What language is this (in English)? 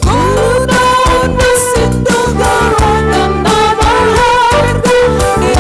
Batak Simalungun